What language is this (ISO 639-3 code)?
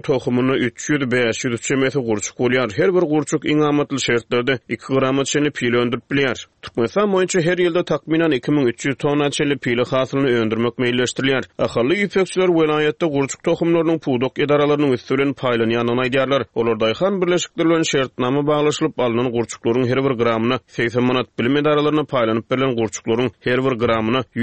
tuk